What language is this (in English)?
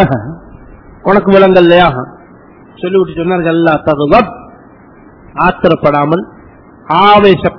Tamil